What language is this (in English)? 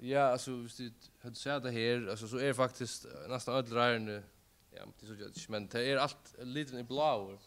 Faroese